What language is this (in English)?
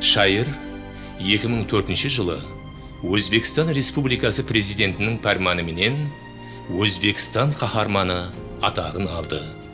Kara-Kalpak